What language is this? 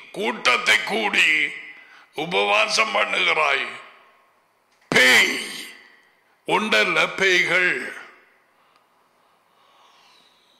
Tamil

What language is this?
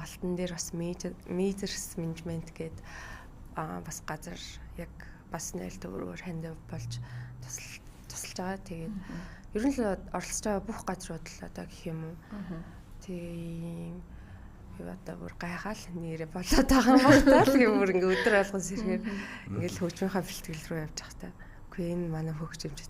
Mongolian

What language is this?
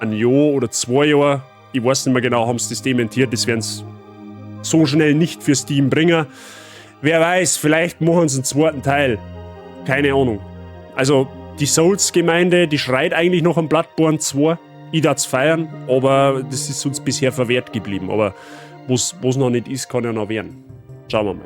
Bavarian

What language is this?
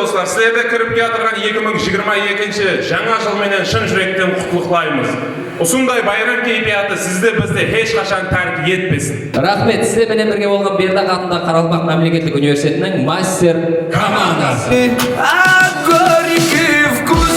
Kara-Kalpak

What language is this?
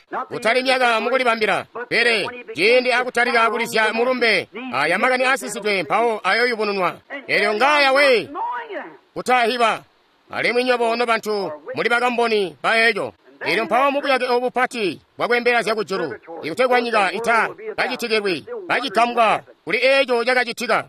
Tonga (Zambia)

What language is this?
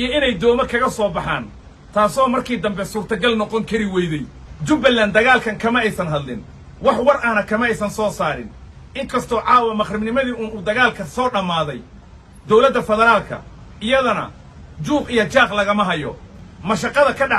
Somali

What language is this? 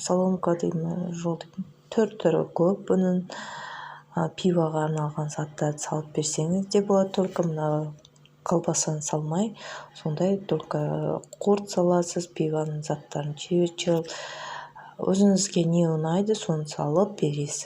Kazakh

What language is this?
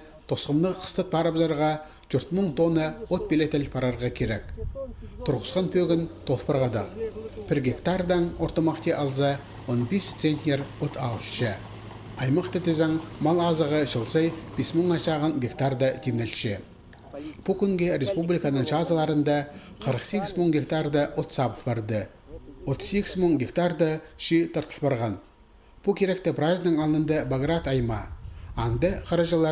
Khakas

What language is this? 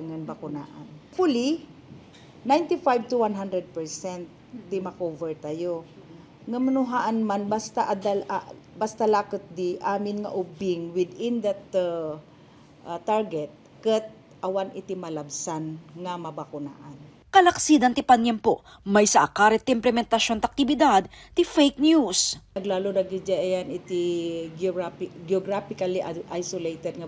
Iloko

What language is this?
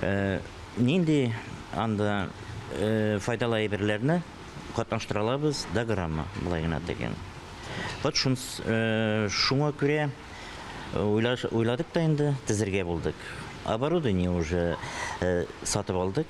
Tatar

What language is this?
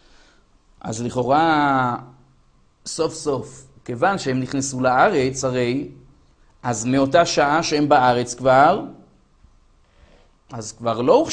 Hebrew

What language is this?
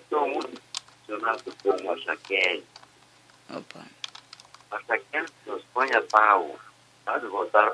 Portuguese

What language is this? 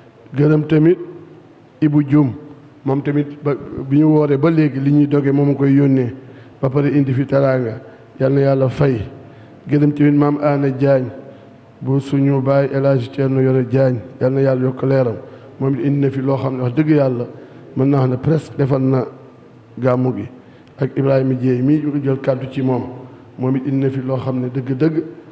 Wolof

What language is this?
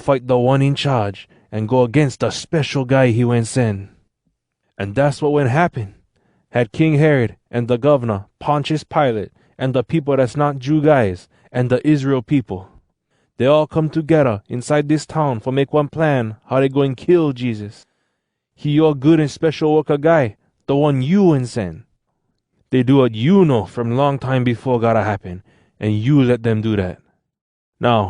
Hawai'i Creole English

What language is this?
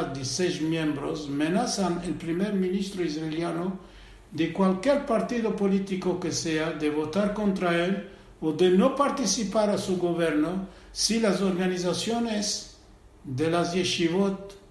Ladino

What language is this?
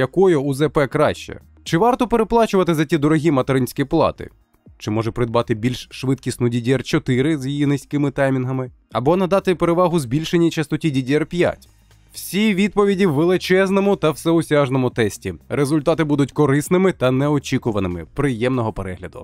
Ukrainian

